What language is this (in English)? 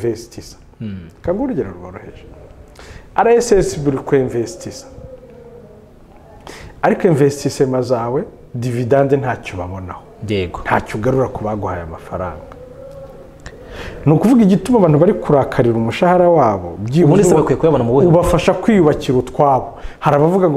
Kinyarwanda